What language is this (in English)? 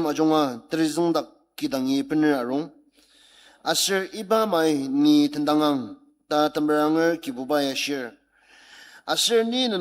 Ao Naga